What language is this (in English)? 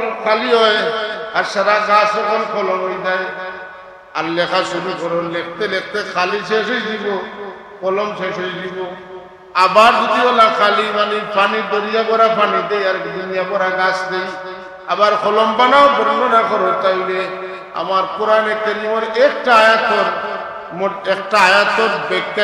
Sylheti